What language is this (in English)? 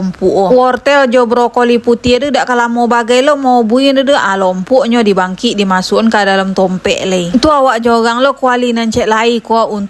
Minangkabau